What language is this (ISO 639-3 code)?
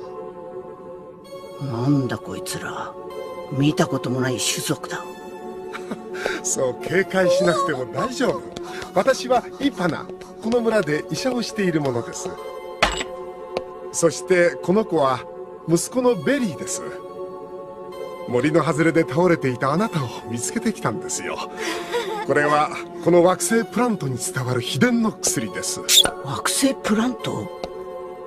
jpn